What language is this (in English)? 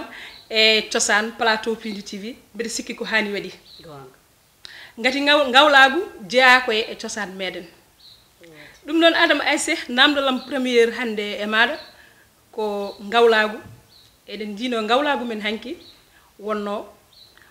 Fula